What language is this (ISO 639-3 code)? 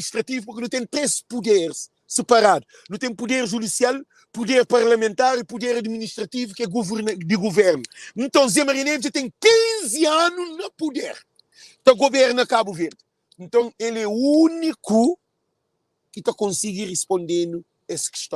kea